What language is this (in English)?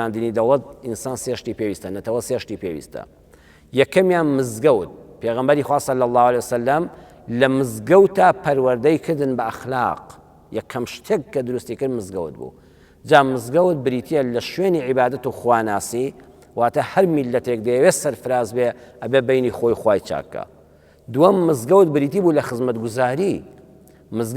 Central Kurdish